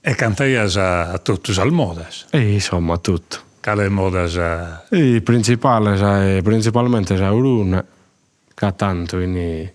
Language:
Sardinian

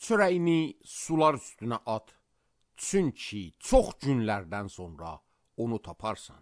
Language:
Azerbaijani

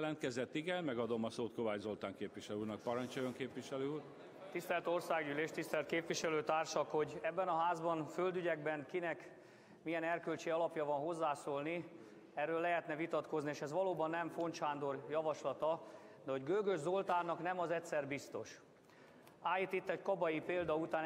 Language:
Hungarian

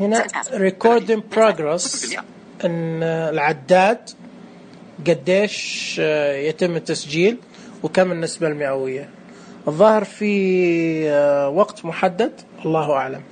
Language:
Najdi Arabic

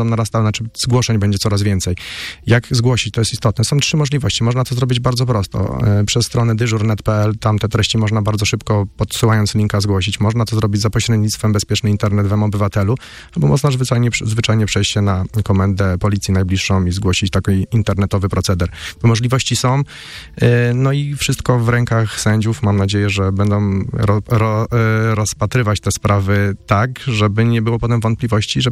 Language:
Polish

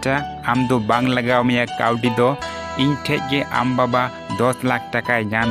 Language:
Santali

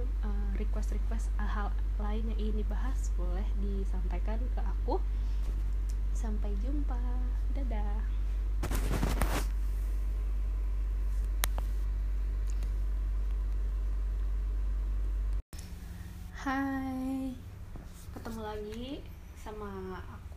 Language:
Indonesian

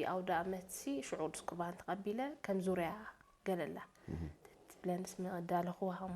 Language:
Tigrinya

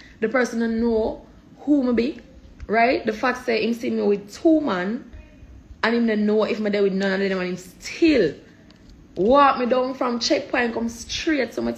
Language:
Jamaican Creole English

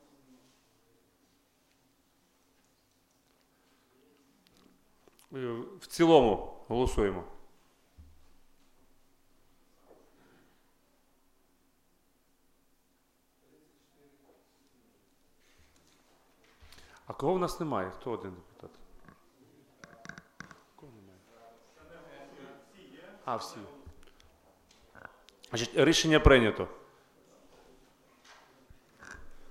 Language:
Ukrainian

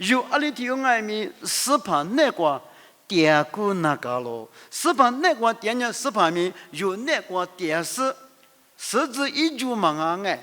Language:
Lisu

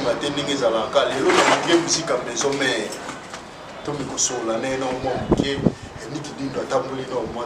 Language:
Lingala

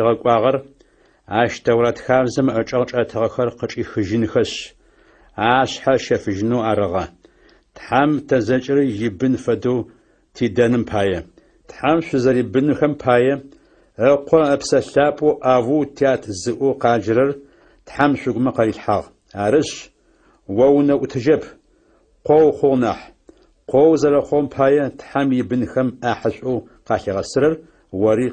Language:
Adyghe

